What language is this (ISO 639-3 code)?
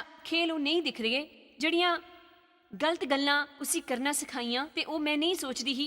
doi